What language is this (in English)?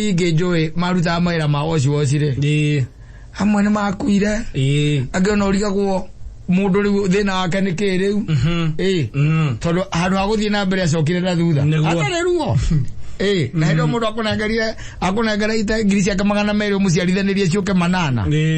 Kikuyu